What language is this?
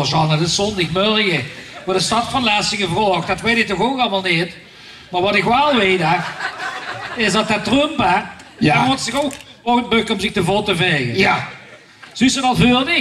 Limburgish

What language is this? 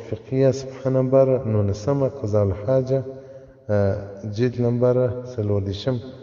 Pashto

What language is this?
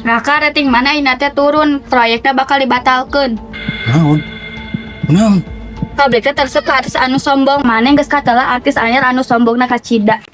Sundanese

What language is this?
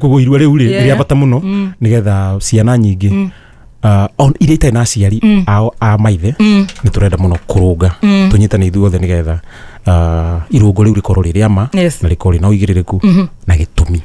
Kikuyu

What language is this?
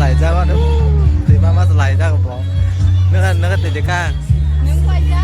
Kok Borok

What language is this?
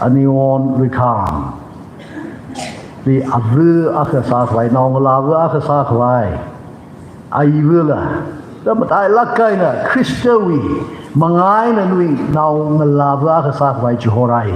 Tangkhul Naga (India)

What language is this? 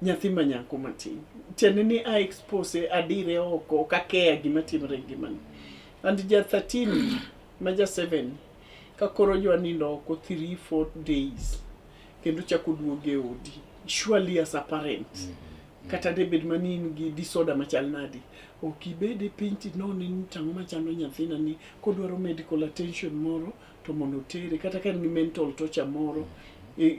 Luo (Kenya and Tanzania)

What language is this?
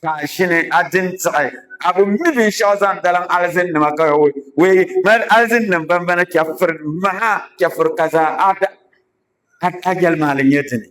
Dagbani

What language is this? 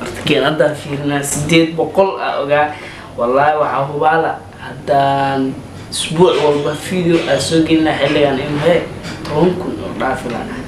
Somali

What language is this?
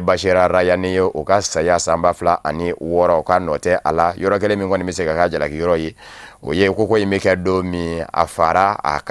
Bambara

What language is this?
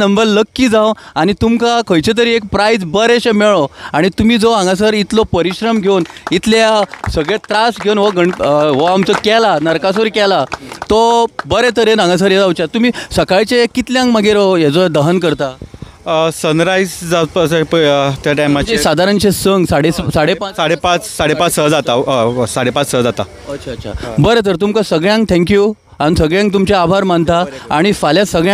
Konkani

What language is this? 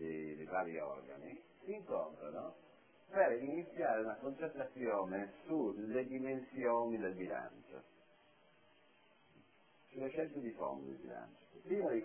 Italian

